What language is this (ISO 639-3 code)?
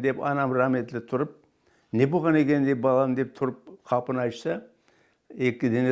crh